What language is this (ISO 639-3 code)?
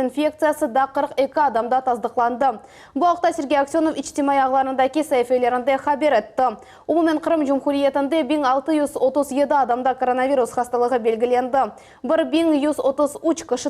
crh